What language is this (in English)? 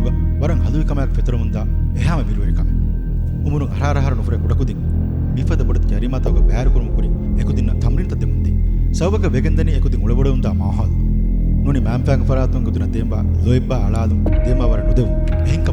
Divehi